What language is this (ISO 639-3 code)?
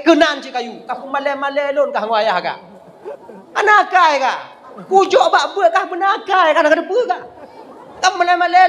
ace